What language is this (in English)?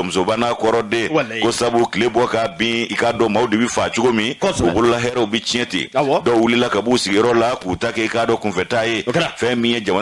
Bambara